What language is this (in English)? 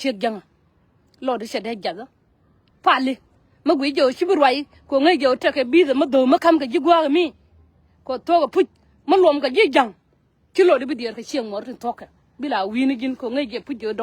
Nuer